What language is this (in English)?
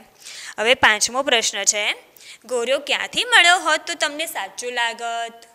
Gujarati